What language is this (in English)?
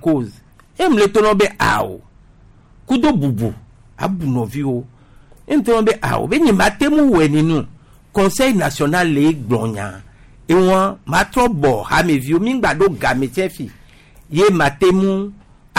Gen